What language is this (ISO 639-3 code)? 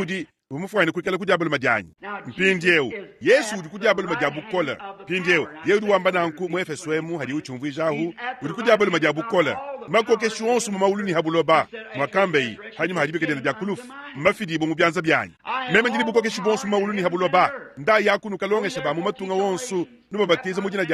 lua